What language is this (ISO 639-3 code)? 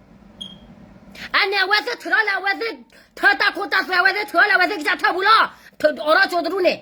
ksw